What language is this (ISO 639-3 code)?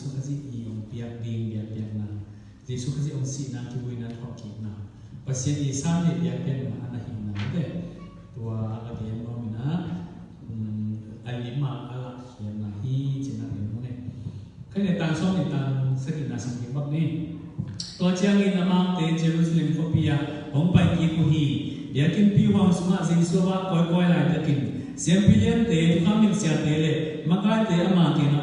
ctd